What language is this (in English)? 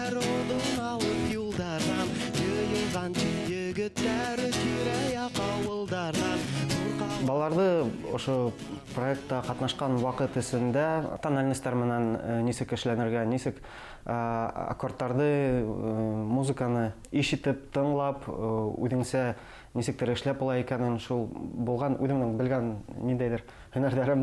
Bashkir